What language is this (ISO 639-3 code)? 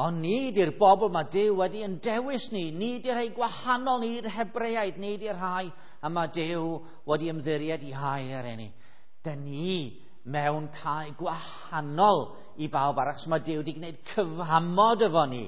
cym